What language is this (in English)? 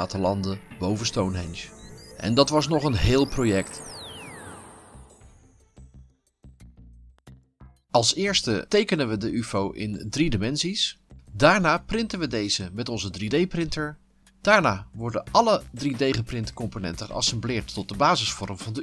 Dutch